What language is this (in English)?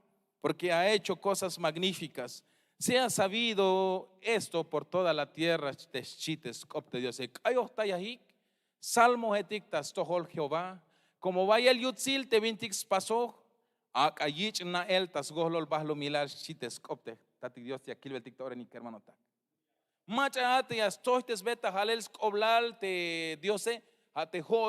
Tzeltal